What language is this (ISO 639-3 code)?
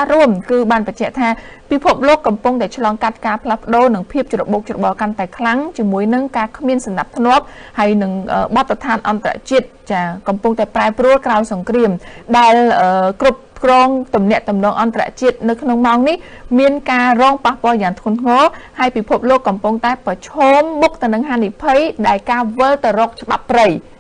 khm